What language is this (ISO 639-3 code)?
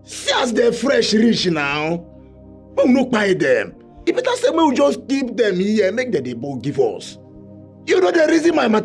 pcm